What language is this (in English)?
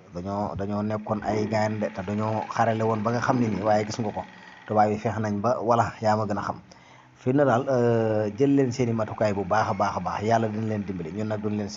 Wolof